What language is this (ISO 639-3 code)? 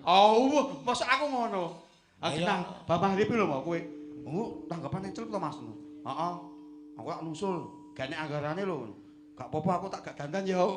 jav